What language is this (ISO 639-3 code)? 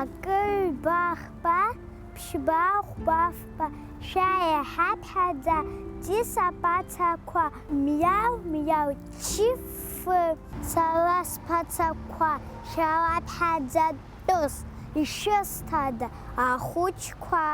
abk